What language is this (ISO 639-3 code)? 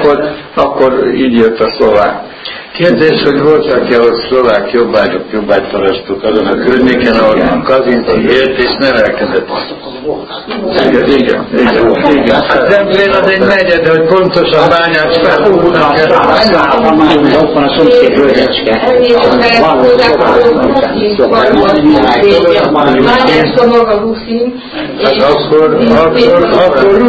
hun